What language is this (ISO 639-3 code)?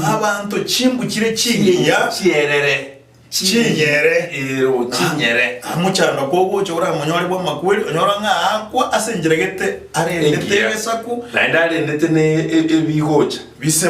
guz